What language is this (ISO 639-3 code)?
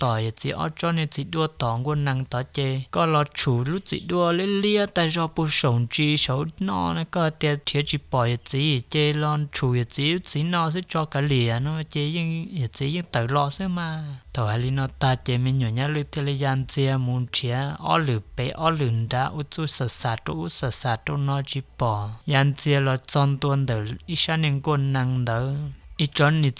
hmn